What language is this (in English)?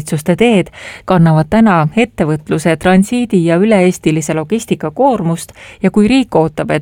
Estonian